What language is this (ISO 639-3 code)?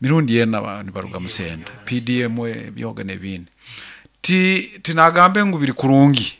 nyn